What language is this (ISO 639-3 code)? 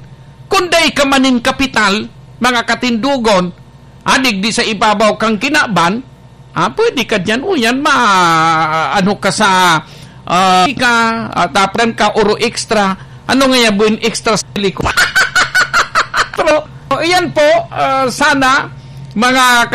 bik